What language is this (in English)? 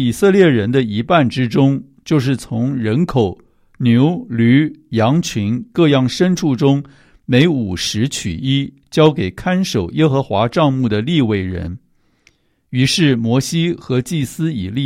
Chinese